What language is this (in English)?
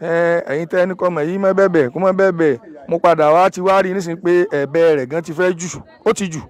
Yoruba